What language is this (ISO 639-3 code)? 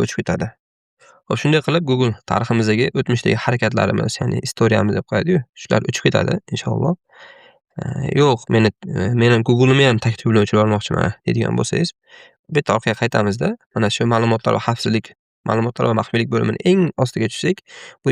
uzb